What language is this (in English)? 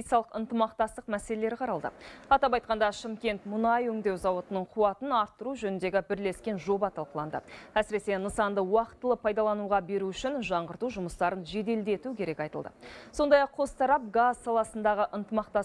Kazakh